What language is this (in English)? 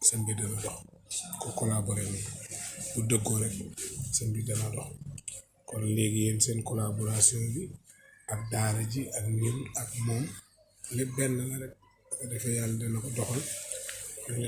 Wolof